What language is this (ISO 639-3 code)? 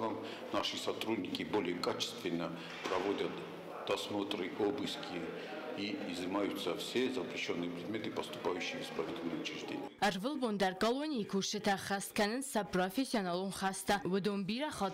oss